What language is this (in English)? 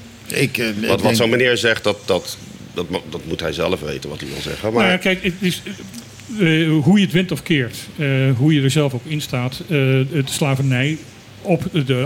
Dutch